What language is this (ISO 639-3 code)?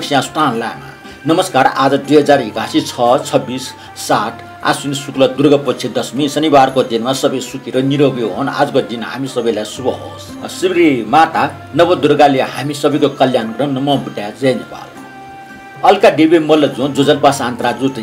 new